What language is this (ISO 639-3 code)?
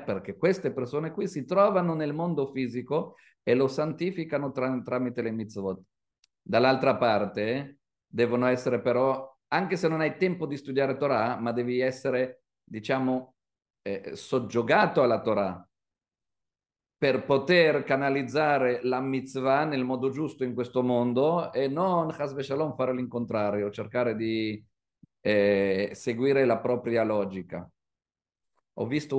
ita